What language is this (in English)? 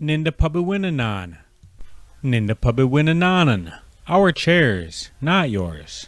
Chippewa